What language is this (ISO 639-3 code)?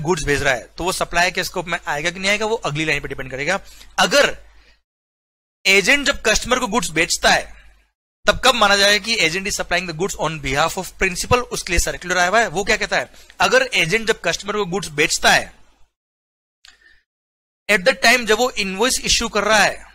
hin